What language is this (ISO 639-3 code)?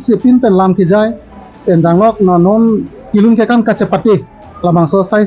mjw